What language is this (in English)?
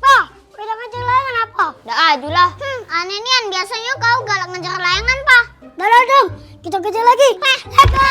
Musi